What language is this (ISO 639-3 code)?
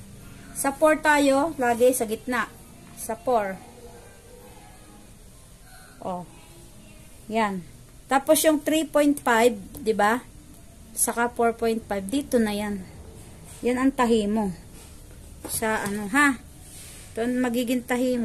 fil